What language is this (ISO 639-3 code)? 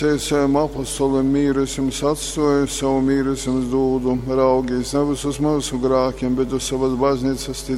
ltg